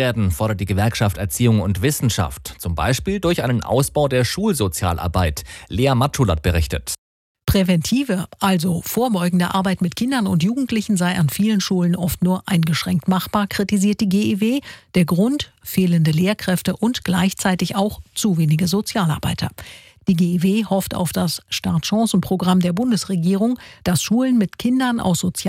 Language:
German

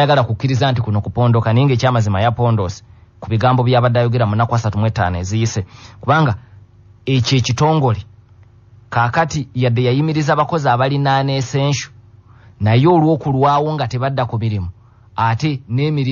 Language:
Ganda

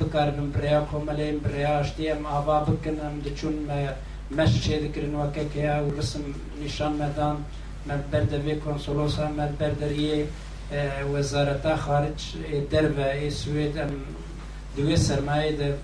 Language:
Kurdish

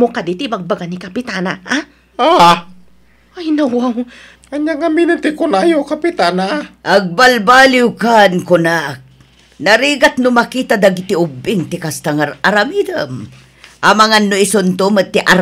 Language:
Iloko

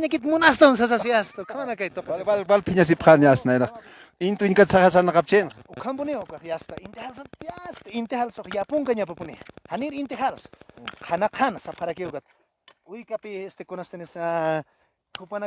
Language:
Aymara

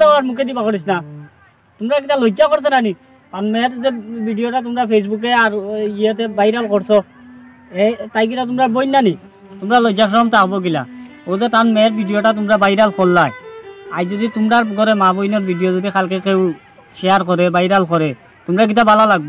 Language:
Sylheti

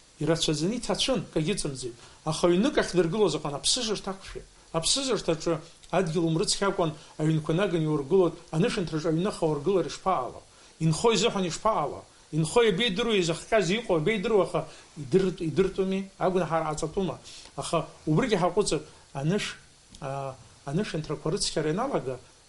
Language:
Abkhazian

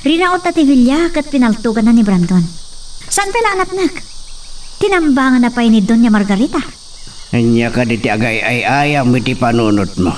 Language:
Iloko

